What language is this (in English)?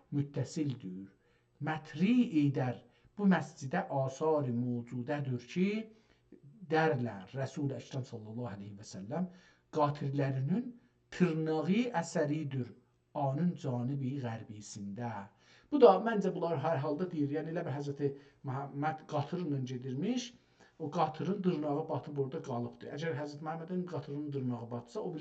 South Azerbaijani